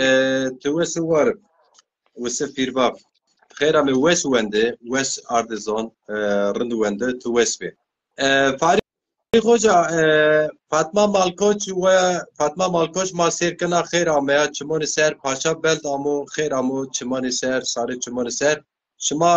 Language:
Zaza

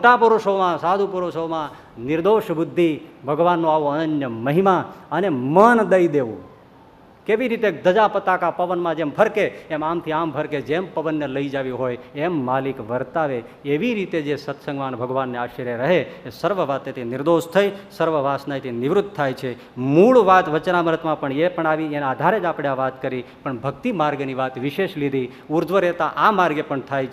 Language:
Gujarati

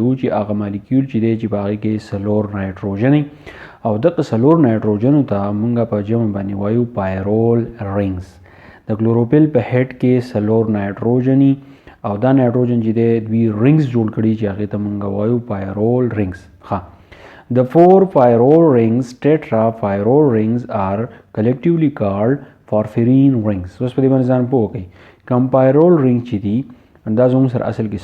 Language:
Pashto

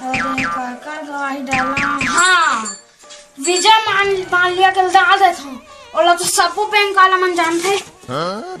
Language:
Chhattisgarhi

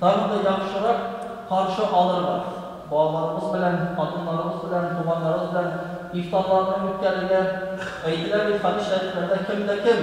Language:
Tatar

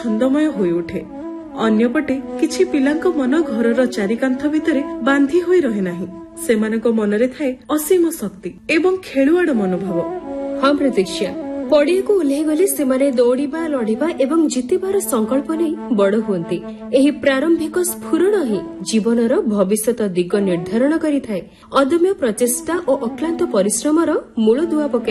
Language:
Odia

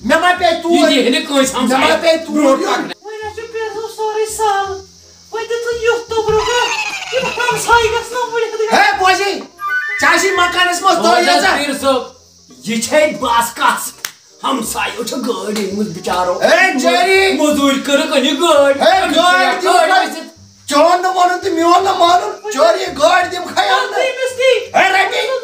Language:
Kashmiri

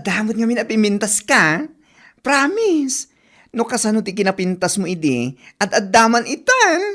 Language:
Iloko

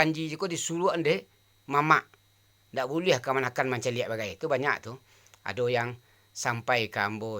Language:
Minangkabau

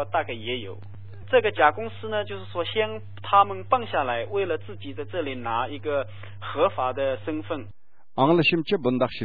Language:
Uyghur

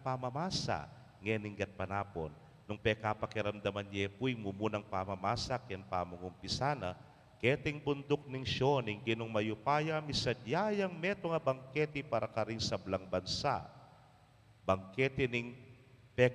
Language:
Pampanga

